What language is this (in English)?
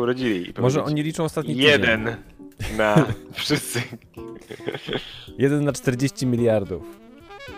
Polish